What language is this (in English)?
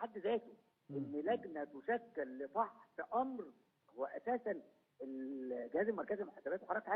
Egyptian Arabic